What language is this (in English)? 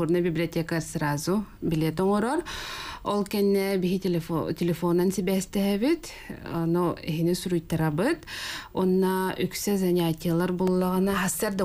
Yakut